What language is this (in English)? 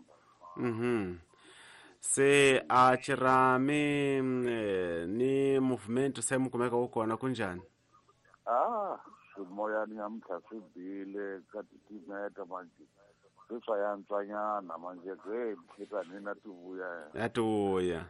Tsonga